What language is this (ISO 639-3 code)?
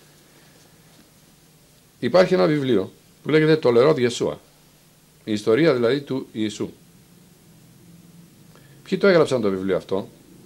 ell